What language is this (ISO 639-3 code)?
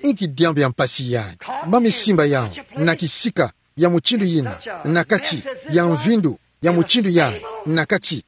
ktu